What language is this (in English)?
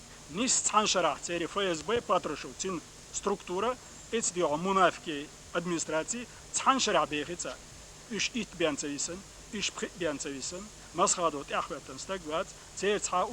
Chechen